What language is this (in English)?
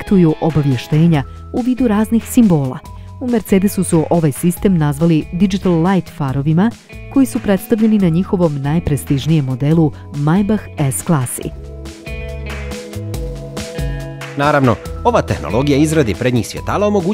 Bosnian